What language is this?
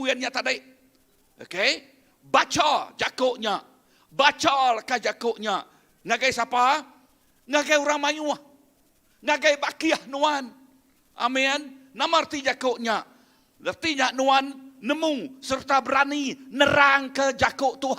Iban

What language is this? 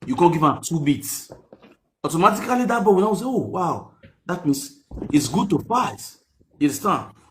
Nigerian Pidgin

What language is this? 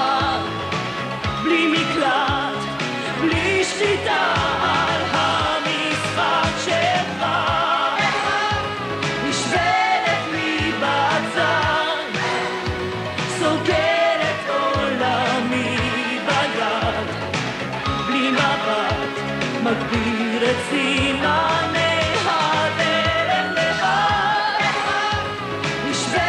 Hebrew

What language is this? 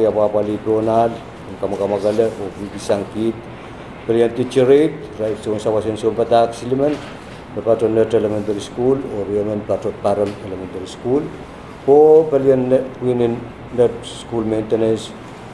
Pohnpeian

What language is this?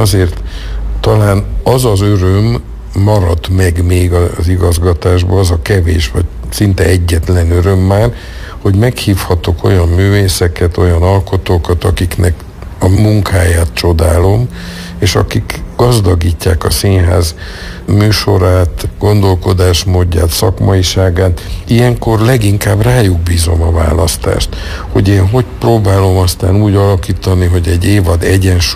Hungarian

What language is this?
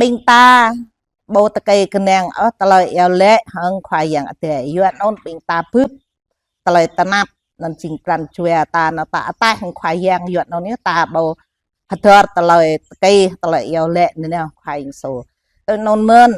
Jarai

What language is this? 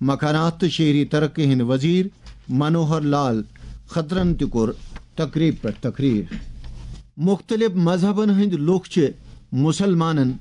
Kashmiri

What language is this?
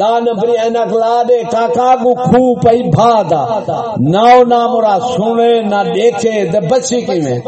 Saraiki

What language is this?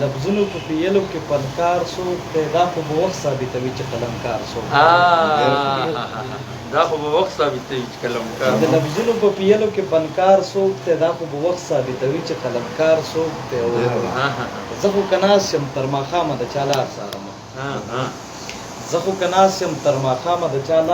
Pashto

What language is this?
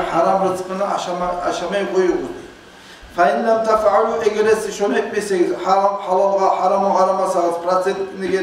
Kumyk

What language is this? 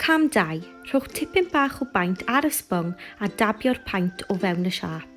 Welsh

